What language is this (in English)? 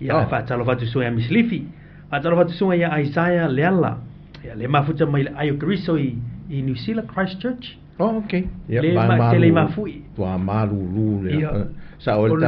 Samoan